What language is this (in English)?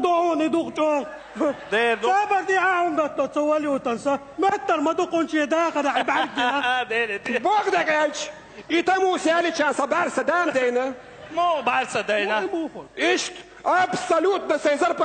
Chechen